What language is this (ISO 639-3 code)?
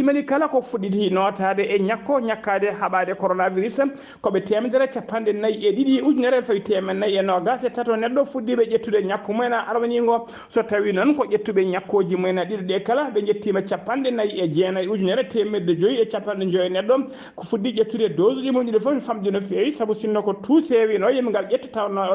ful